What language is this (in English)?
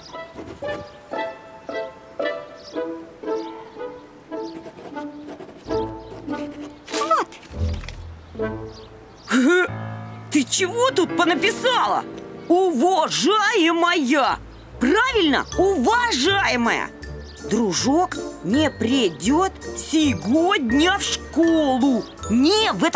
Russian